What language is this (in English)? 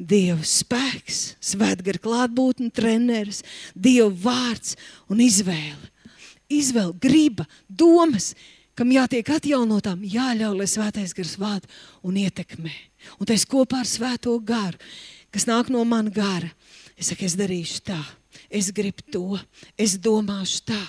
Latvian